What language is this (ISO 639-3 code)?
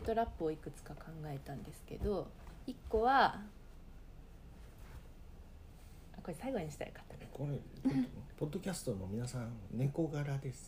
jpn